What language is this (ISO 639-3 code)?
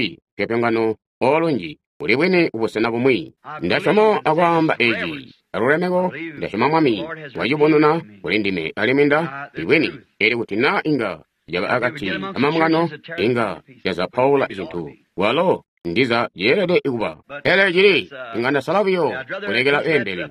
toi